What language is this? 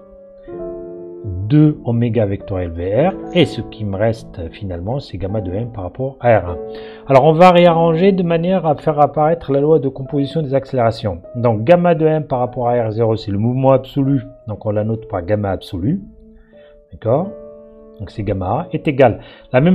French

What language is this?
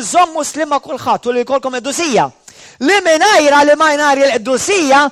Maltese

